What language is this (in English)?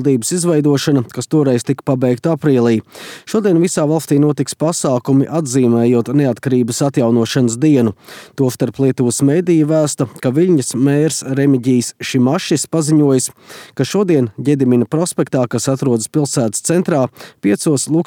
Latvian